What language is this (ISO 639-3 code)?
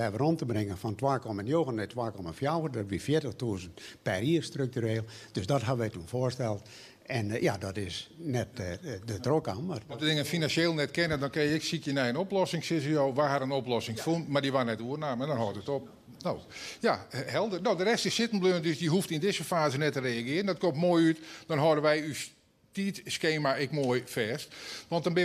fry